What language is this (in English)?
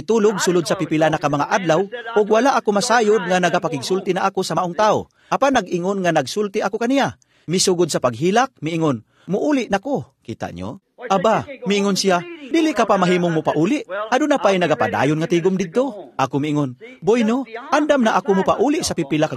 Cebuano